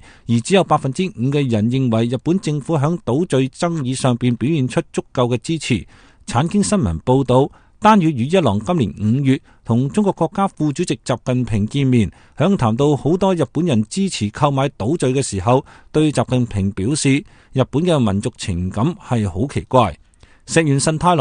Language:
Cantonese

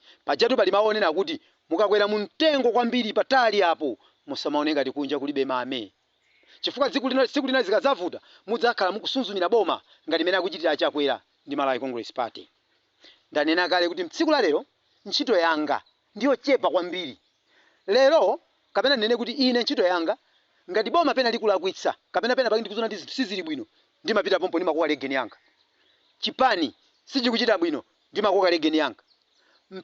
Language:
Nyanja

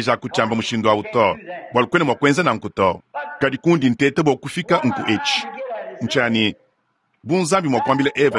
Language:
Luba-Lulua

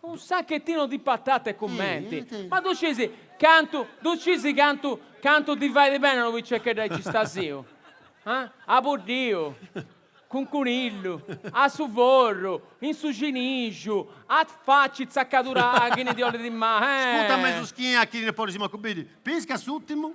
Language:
Sardinian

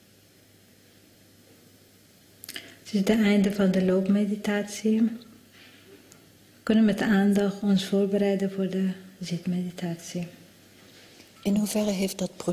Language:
Dutch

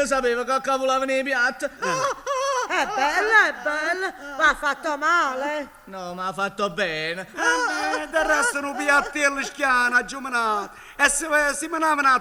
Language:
Neapolitan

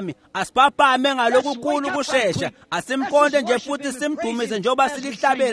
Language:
Swati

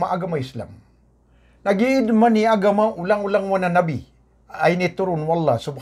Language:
Maranao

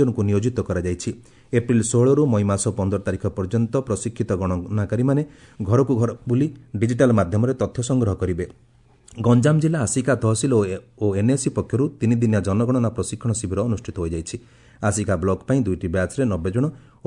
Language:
Odia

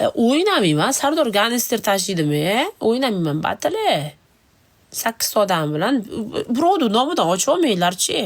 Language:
Uzbek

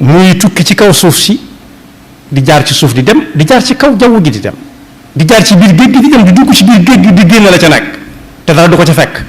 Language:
Wolof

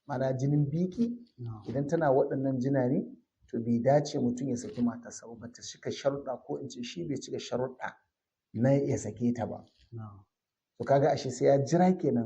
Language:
Hausa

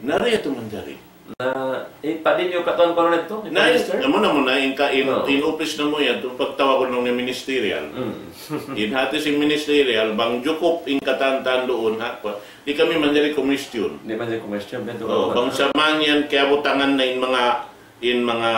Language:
Tausug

